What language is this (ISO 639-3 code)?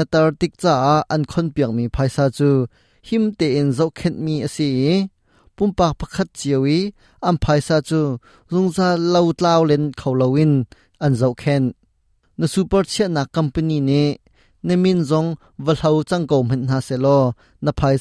cnh